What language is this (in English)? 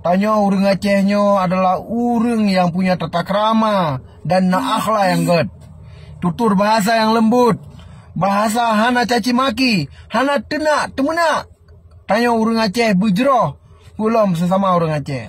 Achinese